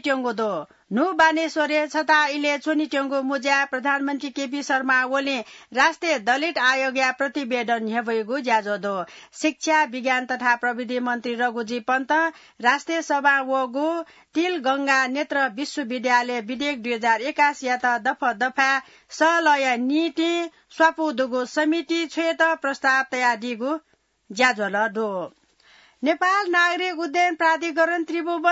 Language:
Newari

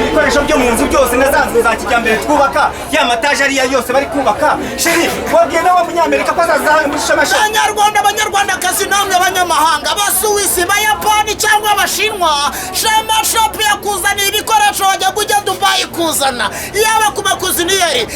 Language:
Kinyarwanda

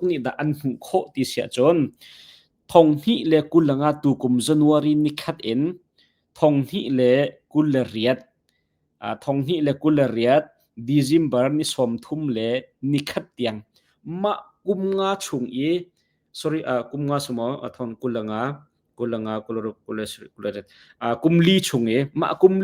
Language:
Hakha Chin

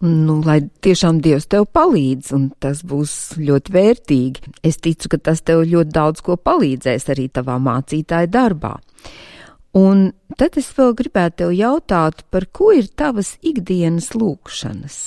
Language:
Latvian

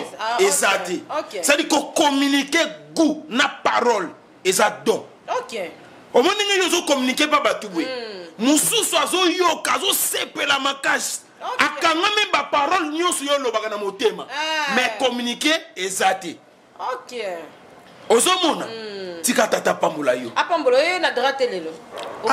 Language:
Lingala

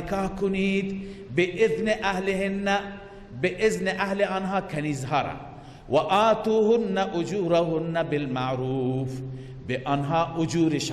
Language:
Persian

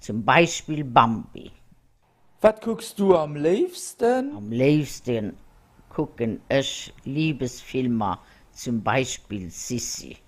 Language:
Luxembourgish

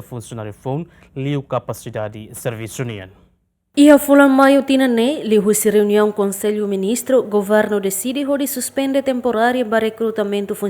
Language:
Tetum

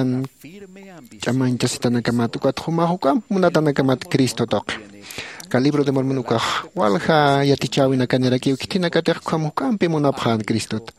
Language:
Aymara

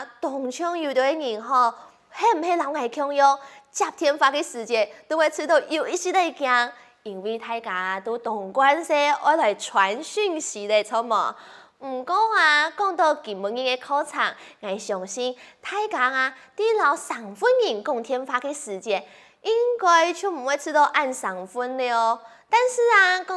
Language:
Hakka Chinese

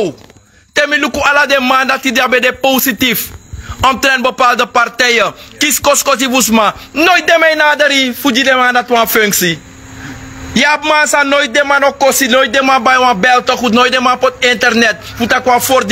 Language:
Sranan Tongo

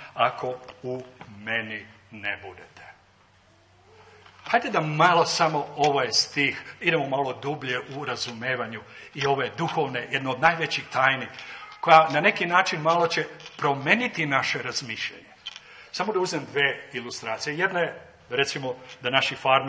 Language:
Serbian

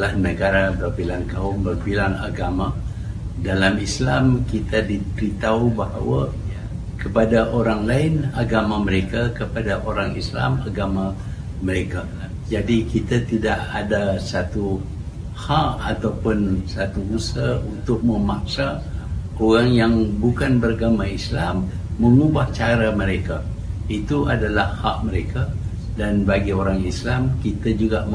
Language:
Malay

